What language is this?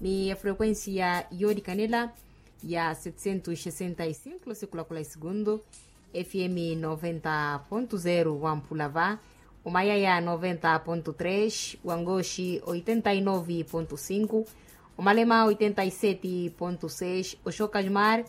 Makhuwa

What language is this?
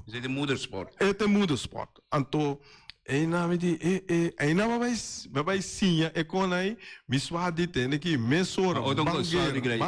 Papiamento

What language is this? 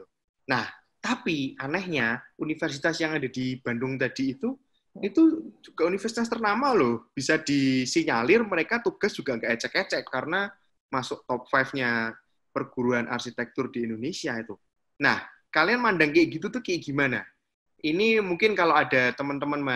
Indonesian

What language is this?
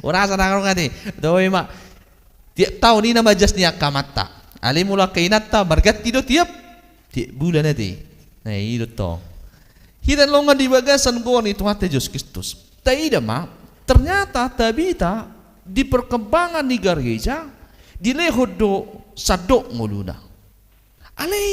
Batak Toba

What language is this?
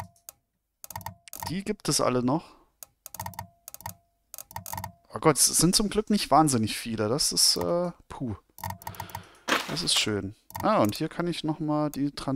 German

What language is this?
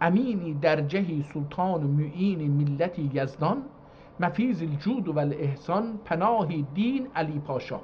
South Azerbaijani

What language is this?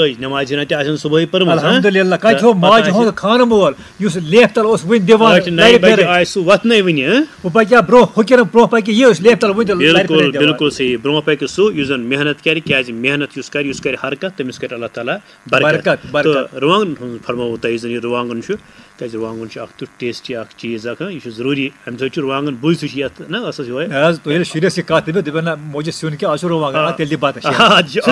Kashmiri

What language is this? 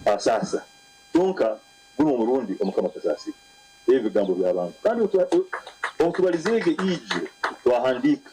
Nyankole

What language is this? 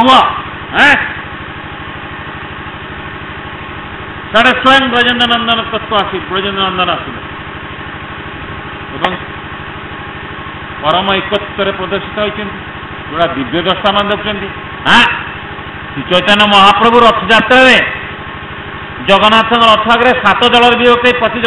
Odia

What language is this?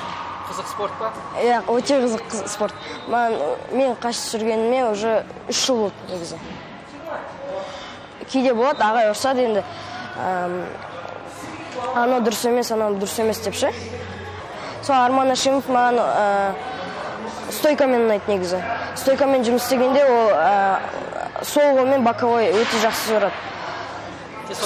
Kazakh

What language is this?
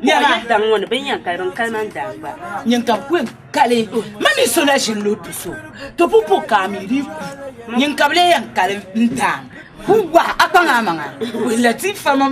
Dagbani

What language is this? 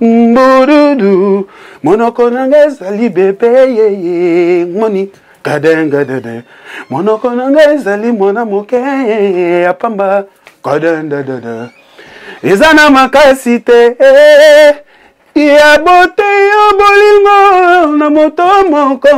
Lingala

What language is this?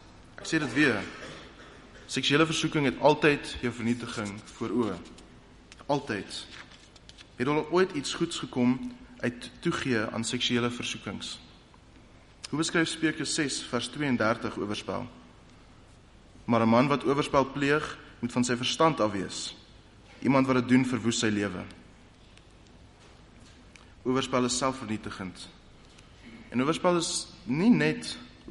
Afrikaans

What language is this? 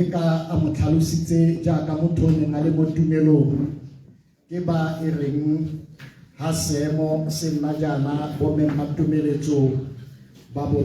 Tswana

